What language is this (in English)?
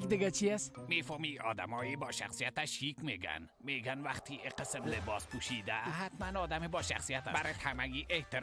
Persian